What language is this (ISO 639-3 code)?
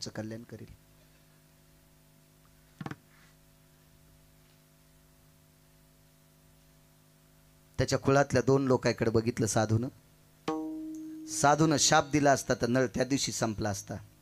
mar